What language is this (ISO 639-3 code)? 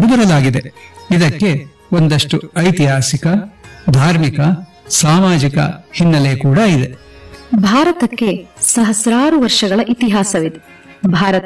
kan